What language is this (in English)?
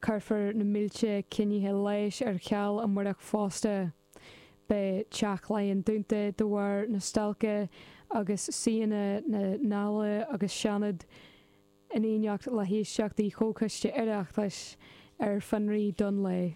Irish